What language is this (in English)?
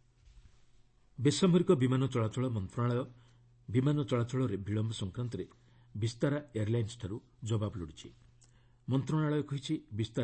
Odia